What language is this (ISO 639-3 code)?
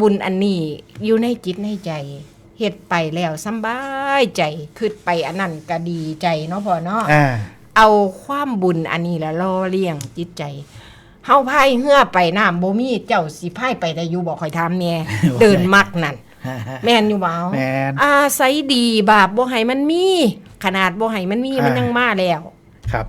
tts